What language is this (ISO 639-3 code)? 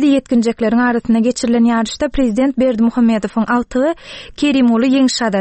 tuk